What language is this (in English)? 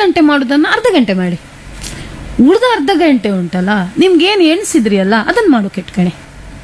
Kannada